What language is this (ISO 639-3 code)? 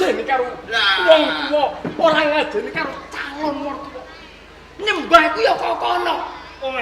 jav